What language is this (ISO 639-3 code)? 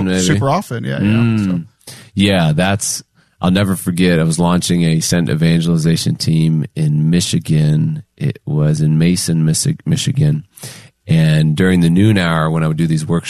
eng